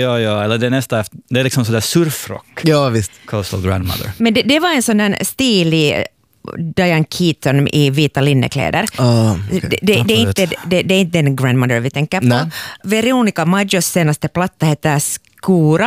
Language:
Swedish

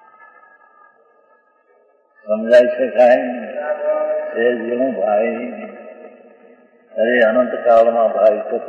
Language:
Gujarati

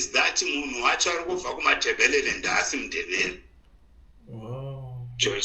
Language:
Shona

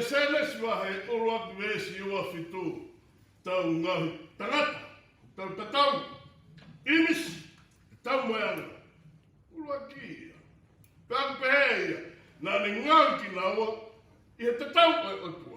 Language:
Tongan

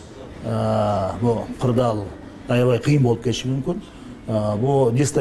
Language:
Kyrgyz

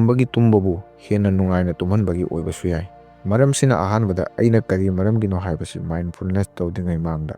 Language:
Manipuri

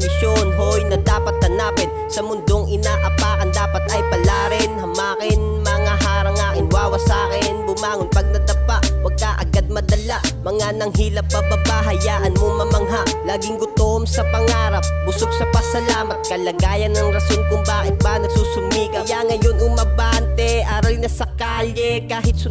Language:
Filipino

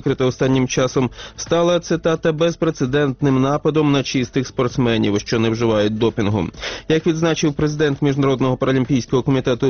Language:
Ukrainian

